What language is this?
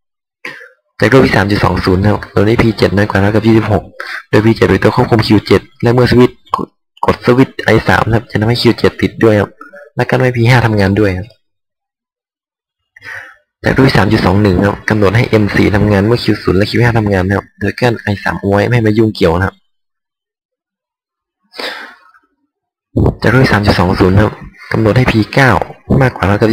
Thai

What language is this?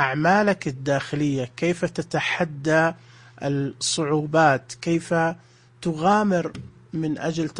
Najdi Arabic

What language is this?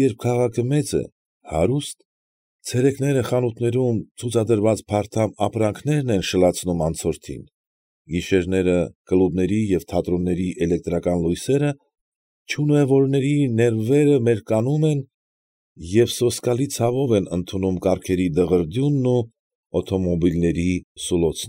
Armenian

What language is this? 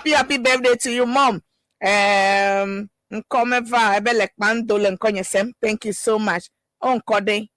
Ewe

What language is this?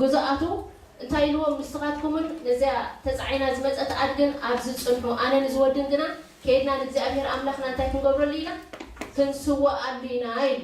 Tigrinya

